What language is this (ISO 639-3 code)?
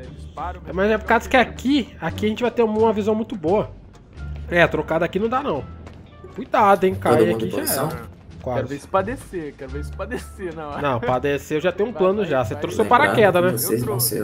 por